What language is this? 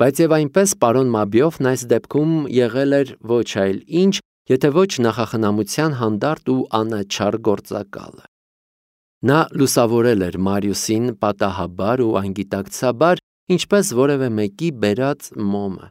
Armenian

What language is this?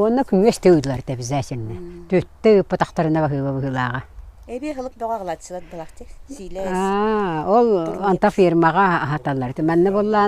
Yakut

